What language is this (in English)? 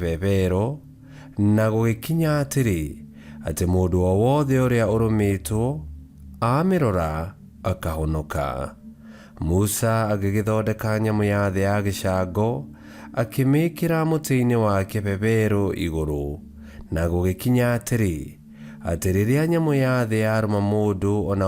Kikuyu